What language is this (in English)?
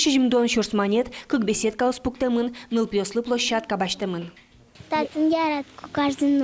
Udmurt